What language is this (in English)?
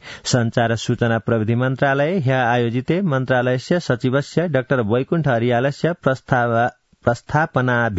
Sanskrit